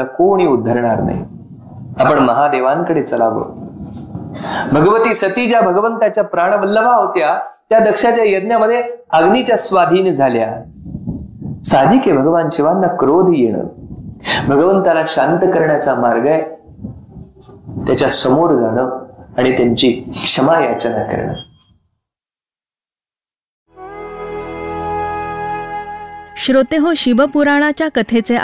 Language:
Marathi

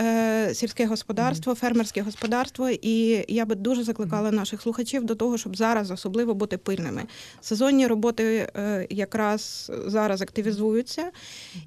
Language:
Ukrainian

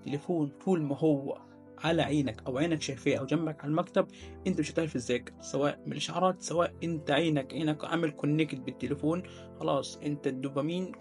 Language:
Egyptian Arabic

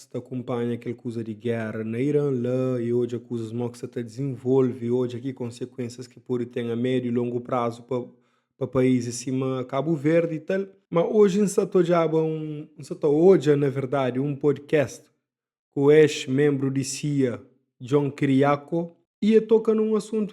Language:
Kabuverdianu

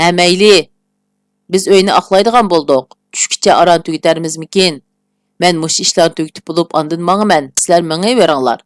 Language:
Uyghur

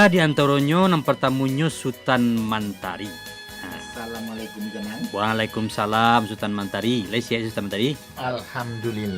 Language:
Minangkabau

